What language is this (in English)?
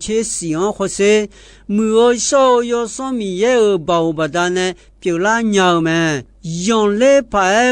Akha